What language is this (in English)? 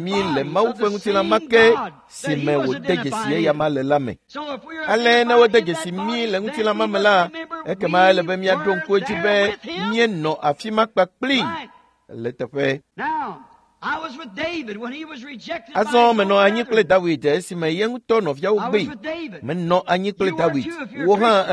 Ewe